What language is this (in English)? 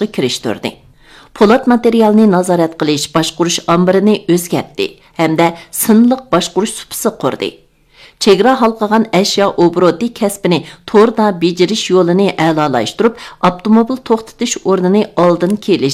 Uyghur